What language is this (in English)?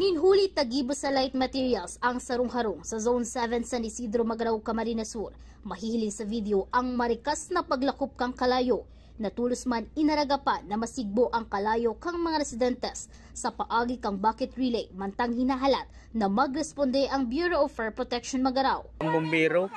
Bikol